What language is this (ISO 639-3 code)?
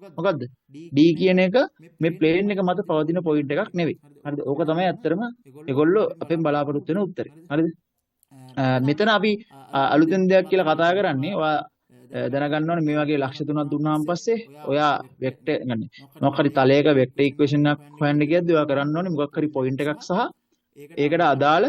sin